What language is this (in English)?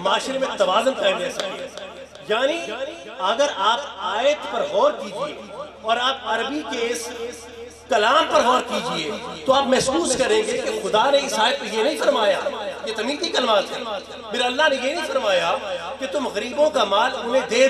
Urdu